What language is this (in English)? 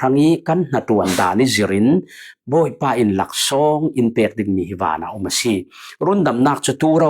Falam Chin